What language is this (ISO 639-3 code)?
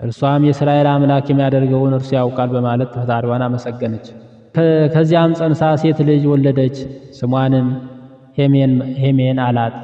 amh